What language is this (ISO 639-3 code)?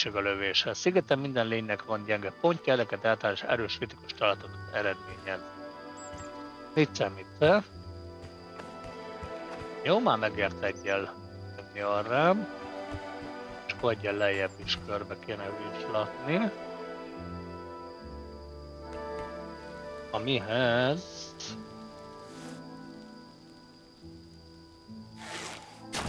hun